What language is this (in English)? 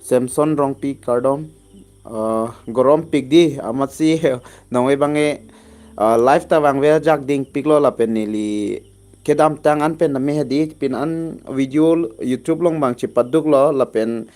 Karbi